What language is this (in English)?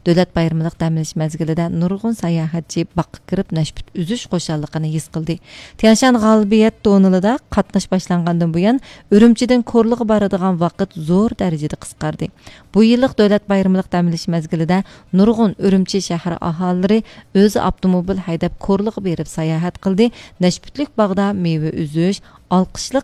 Uyghur